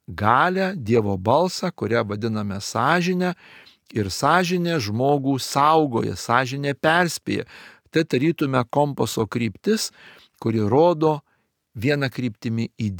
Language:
Lithuanian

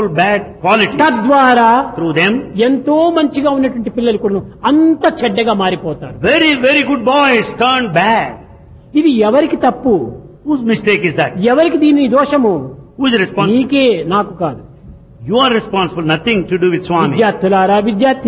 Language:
Telugu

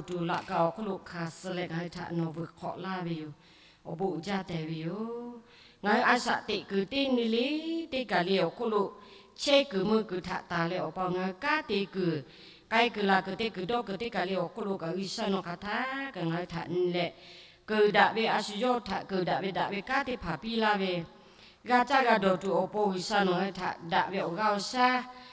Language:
Lahu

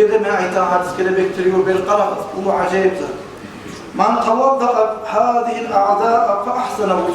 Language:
Kumyk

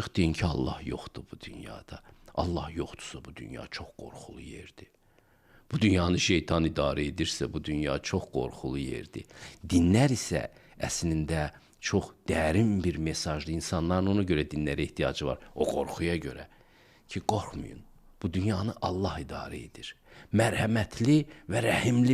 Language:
Azerbaijani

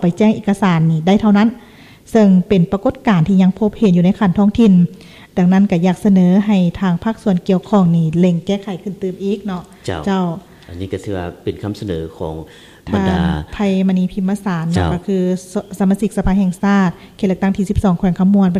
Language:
Lao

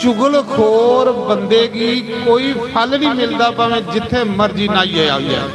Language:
Dogri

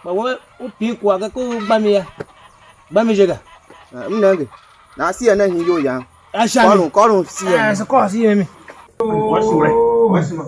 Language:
Tiv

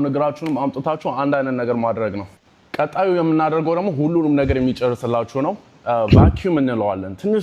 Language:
Amharic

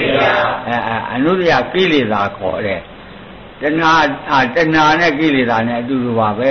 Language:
Burmese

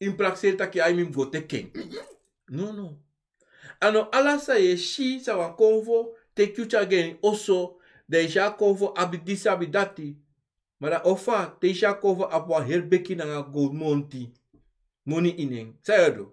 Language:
Sranan Tongo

